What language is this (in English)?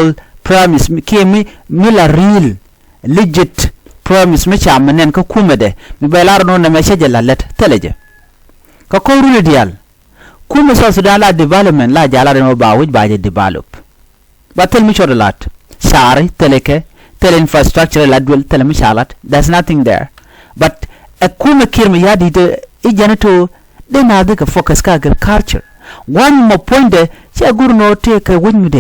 Nuer